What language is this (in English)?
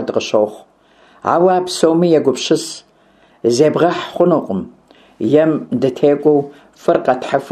Kabardian